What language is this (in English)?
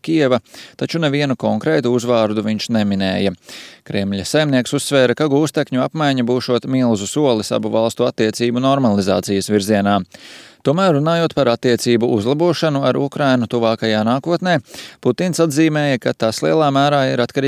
Latvian